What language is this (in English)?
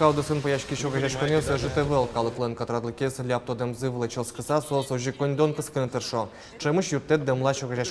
Udmurt